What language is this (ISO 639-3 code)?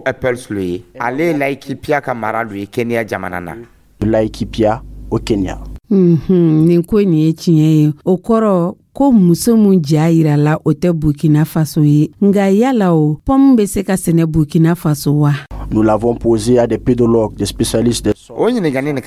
dyu